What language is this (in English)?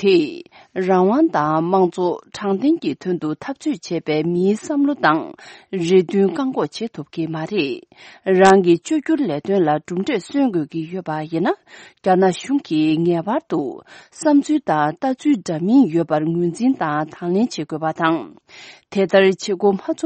Tibetan